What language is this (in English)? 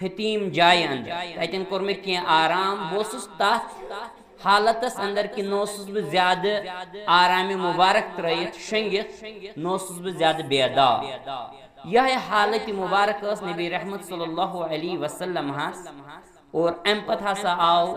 Kashmiri